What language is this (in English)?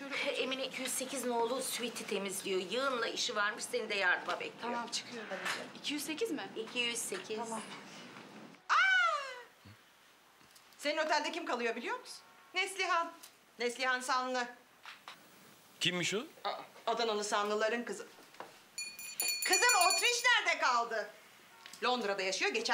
Turkish